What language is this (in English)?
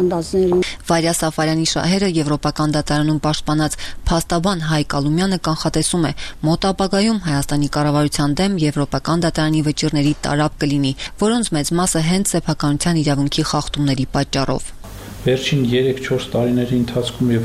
Armenian